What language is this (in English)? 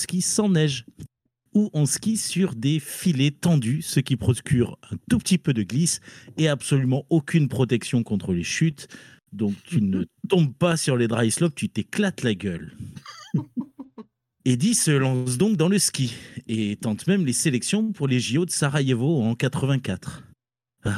French